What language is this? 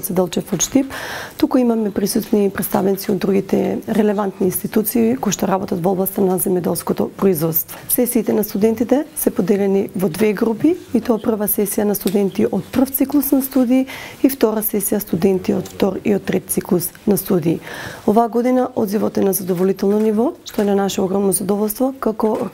Macedonian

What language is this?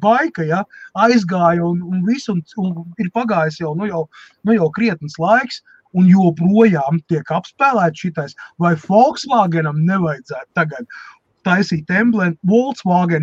Latvian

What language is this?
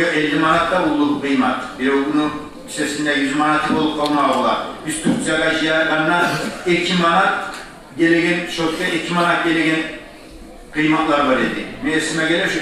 Kumyk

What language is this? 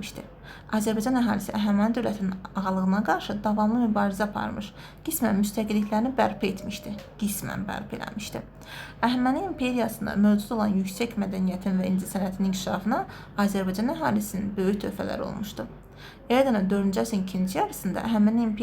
Azerbaijani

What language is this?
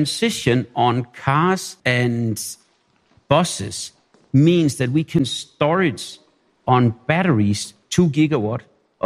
English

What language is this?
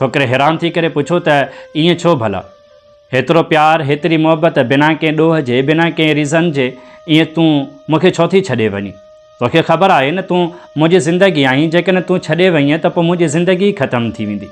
Sindhi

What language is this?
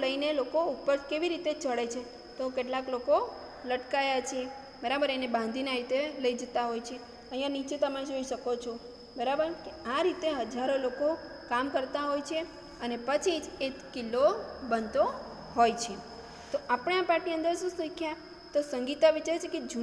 Gujarati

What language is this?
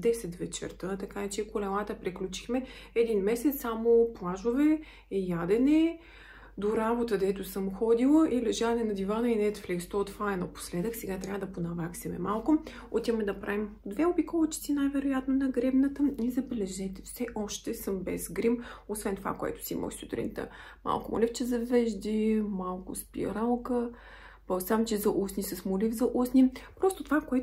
Bulgarian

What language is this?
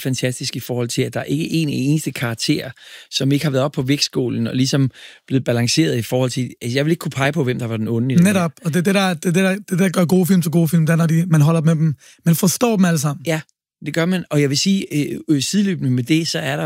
Danish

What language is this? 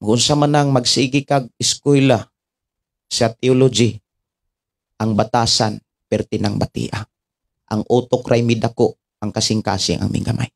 Cebuano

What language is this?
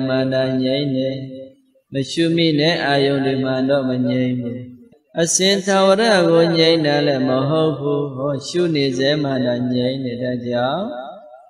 Burmese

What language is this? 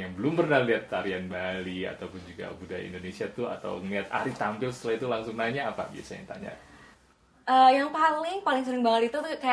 Indonesian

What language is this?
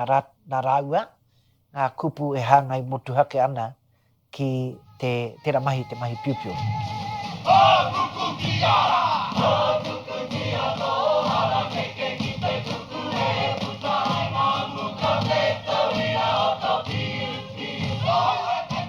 Māori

